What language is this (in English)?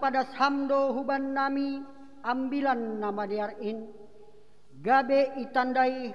Batak Simalungun